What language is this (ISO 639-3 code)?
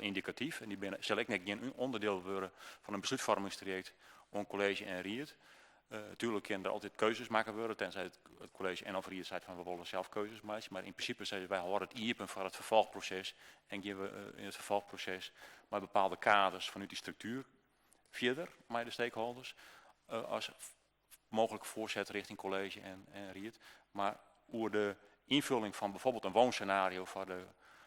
fry